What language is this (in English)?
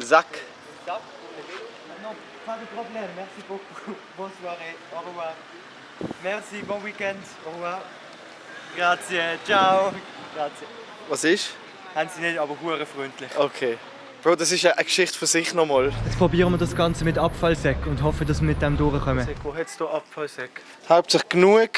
Swiss German